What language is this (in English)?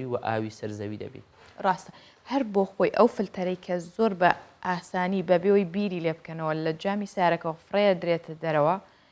Central Kurdish